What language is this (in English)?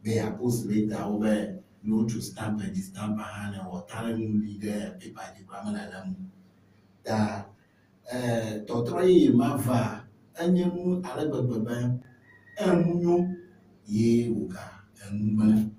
Ewe